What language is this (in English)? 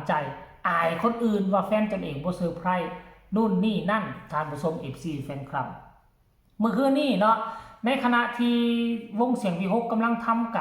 Northeastern Thai